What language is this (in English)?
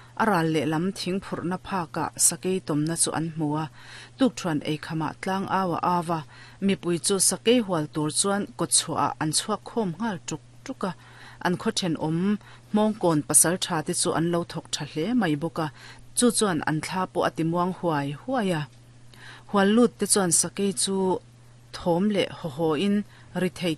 Mizo